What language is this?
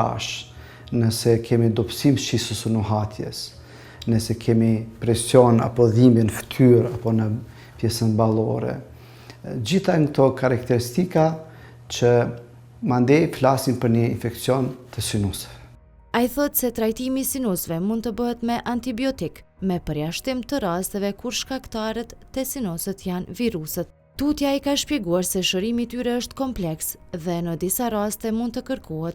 Albanian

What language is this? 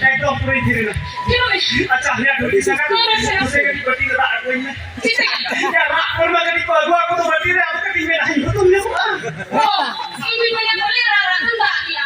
Santali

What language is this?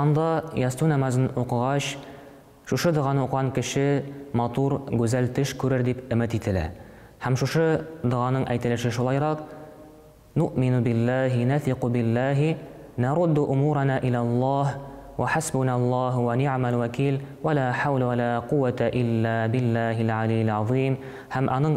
Tatar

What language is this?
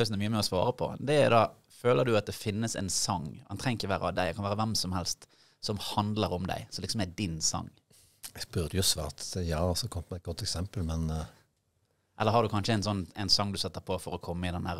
Norwegian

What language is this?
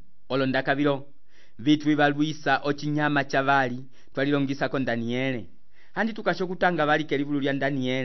Umbundu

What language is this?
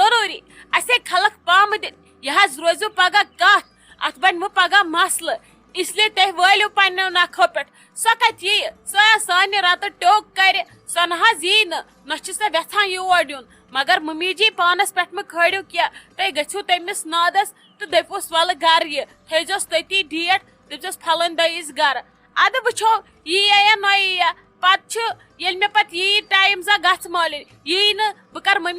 Kashmiri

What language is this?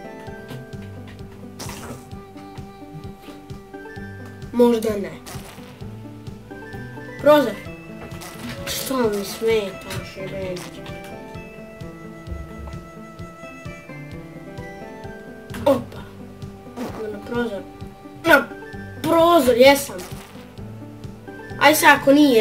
Croatian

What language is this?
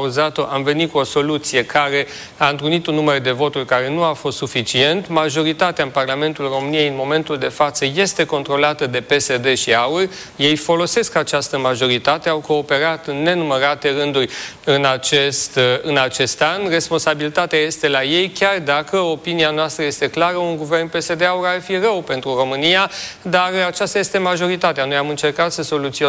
Romanian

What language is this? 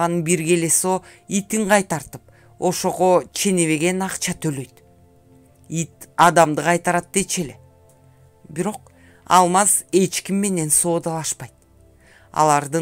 Kyrgyz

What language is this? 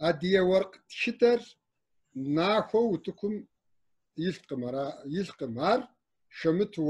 Kabardian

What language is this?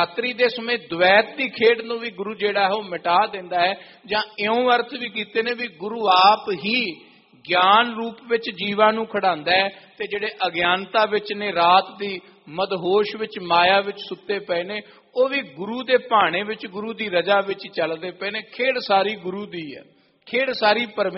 Punjabi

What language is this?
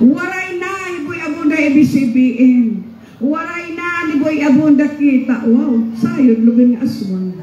Waray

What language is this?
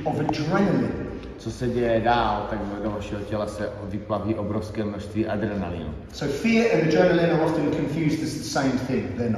Czech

